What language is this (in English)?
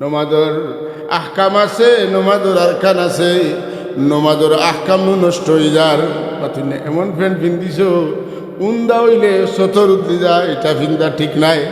Sylheti